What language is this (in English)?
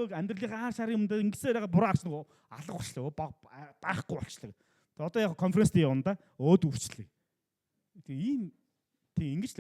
Mongolian